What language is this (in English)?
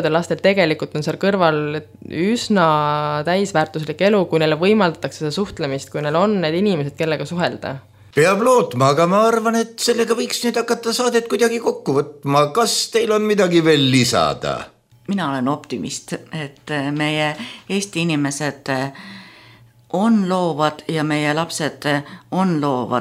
Estonian